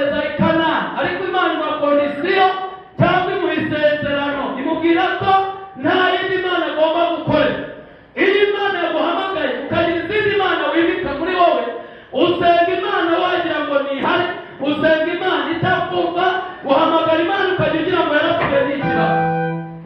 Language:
Kinyarwanda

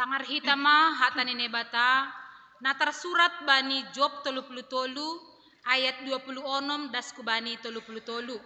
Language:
Batak Simalungun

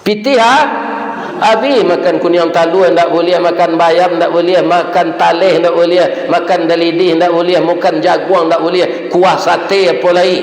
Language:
Minangkabau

